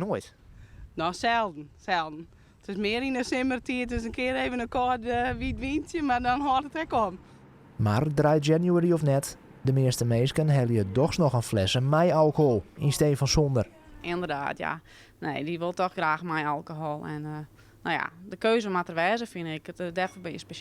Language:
Western Frisian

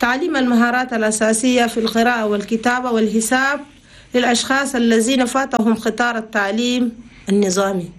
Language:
Chadian Arabic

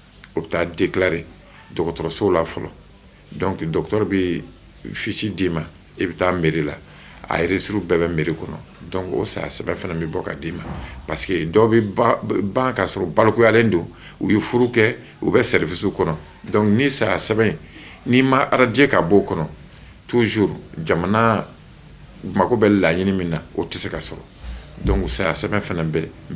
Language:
Bambara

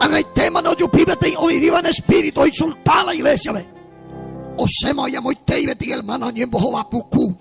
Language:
Guarani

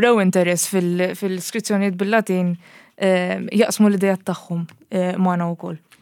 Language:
Maltese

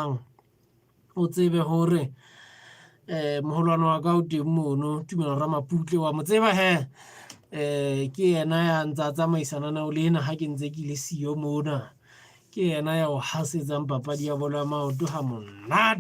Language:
Southern Sotho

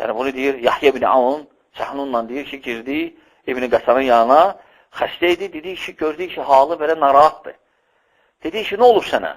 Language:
Azerbaijani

